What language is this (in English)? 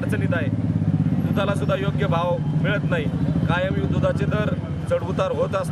Marathi